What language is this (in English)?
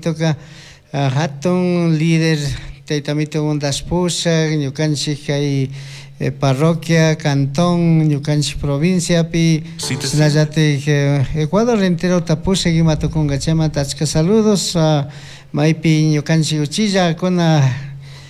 Chimborazo Highland Quichua